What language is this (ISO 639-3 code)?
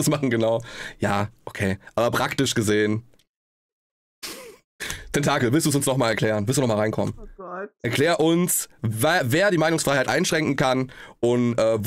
deu